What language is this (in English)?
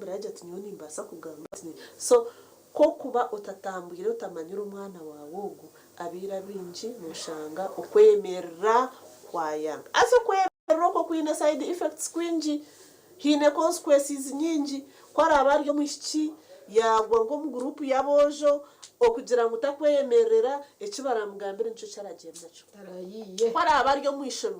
Nyankole